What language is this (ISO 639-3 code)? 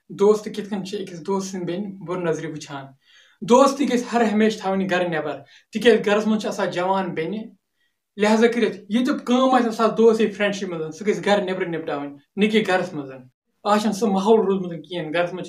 kas